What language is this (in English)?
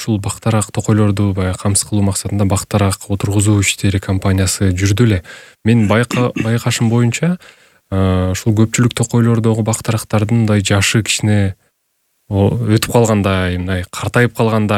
Kyrgyz